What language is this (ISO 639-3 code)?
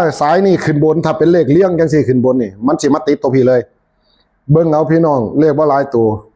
tts